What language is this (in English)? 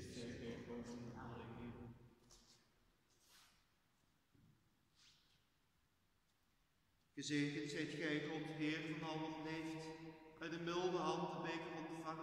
Dutch